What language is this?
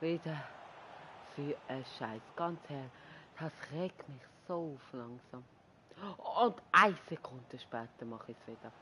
Swiss German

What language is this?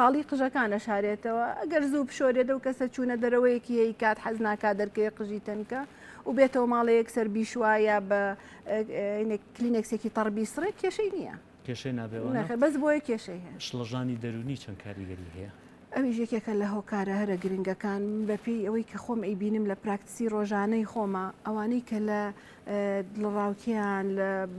Central Kurdish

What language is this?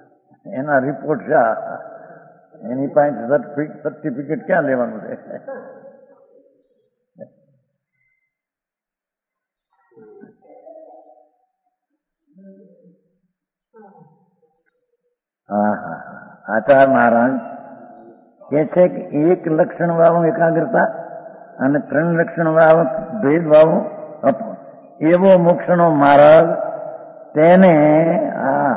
Gujarati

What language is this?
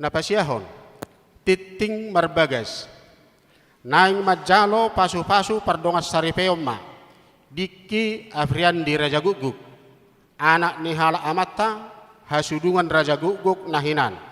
Batak Toba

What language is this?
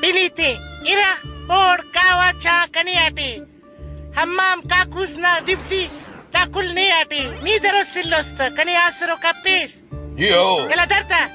Brahui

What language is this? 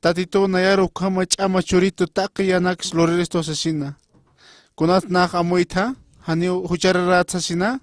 Aymara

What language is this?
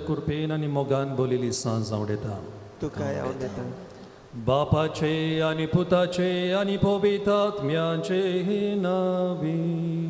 Konkani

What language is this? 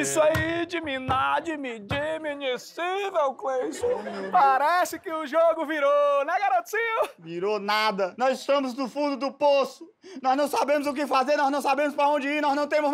Portuguese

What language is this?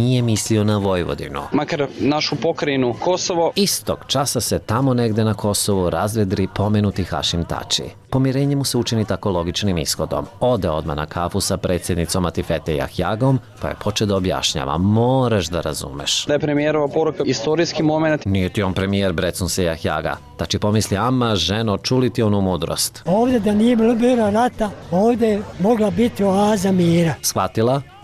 Serbian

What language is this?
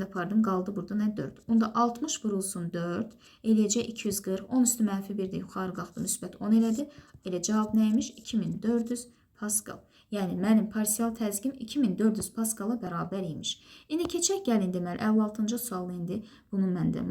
Azerbaijani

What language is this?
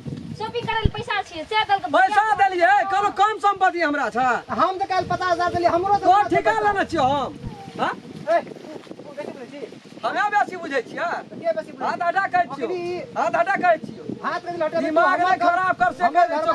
Maithili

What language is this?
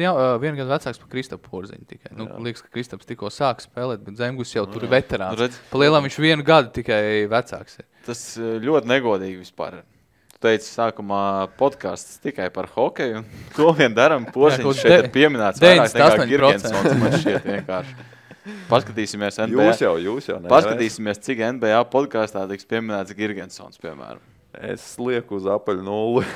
Latvian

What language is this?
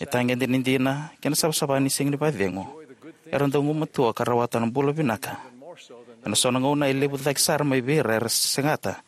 Fijian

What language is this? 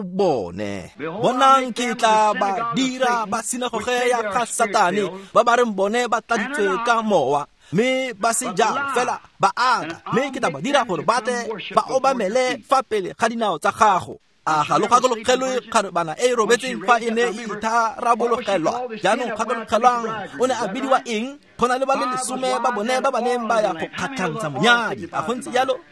Tswana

